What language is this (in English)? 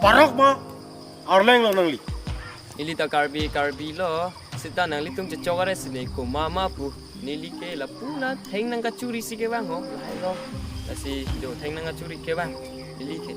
Karbi